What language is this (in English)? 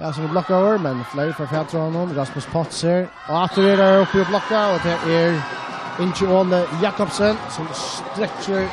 Faroese